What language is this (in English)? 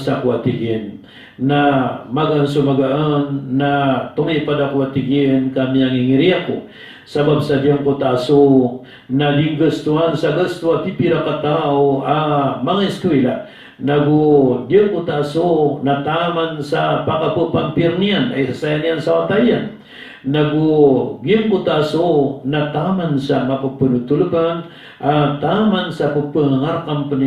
Maranao